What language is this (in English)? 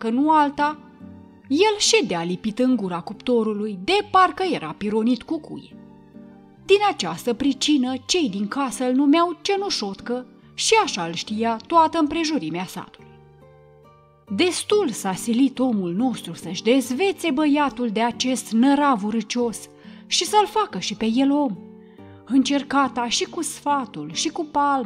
Romanian